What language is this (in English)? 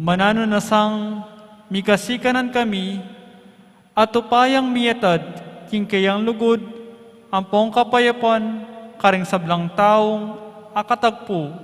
Pampanga